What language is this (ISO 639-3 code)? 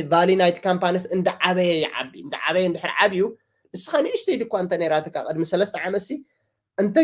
tir